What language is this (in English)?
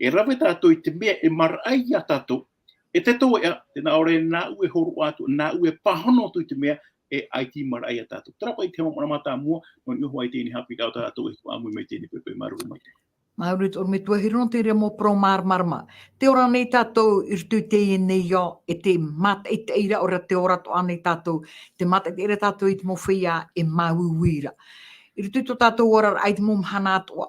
Tahitian